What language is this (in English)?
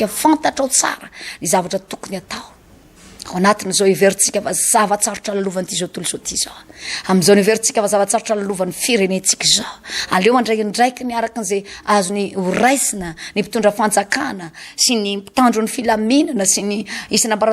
Malagasy